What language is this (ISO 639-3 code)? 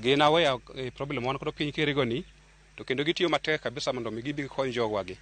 luo